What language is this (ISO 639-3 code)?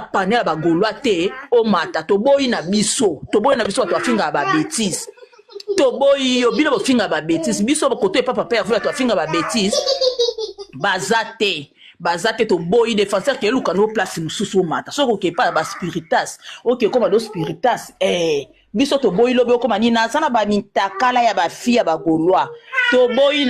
lin